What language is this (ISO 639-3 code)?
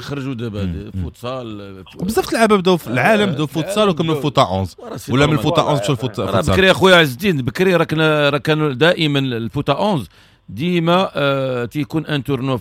ary